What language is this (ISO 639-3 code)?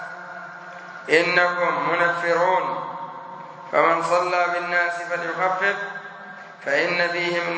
ara